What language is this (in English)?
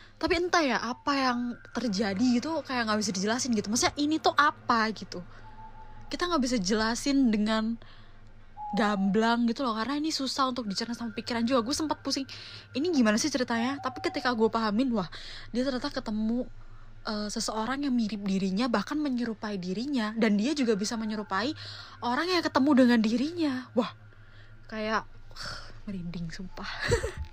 Indonesian